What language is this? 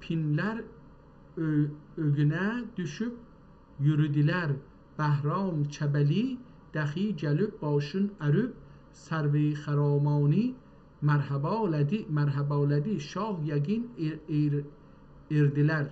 South Azerbaijani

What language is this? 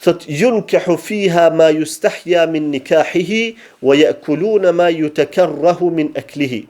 Albanian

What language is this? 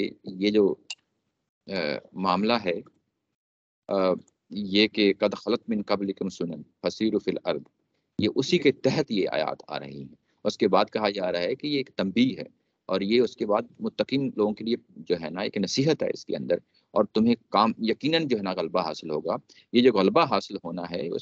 Urdu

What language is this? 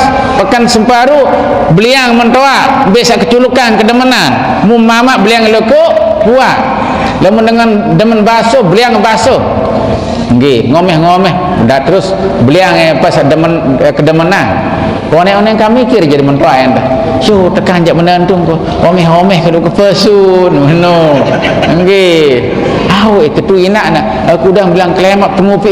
Sasak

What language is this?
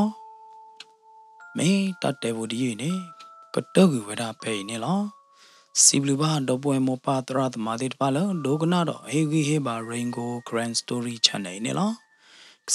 S'gaw Karen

